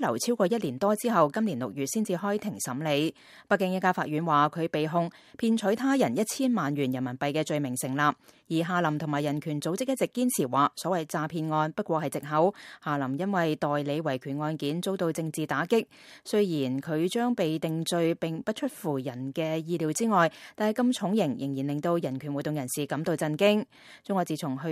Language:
Cantonese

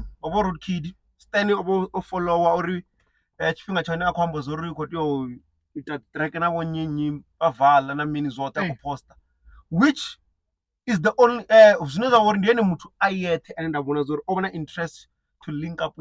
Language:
Venda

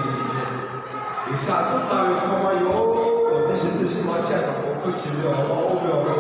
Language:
Lahu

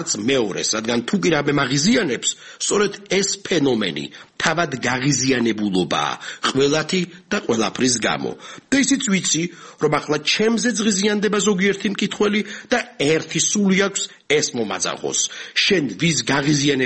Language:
Georgian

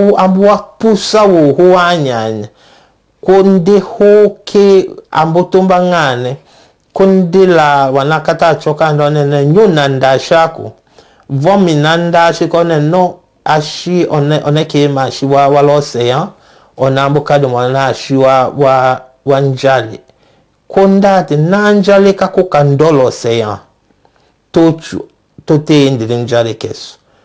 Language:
Tetela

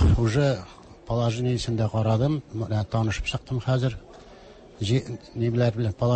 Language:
Tatar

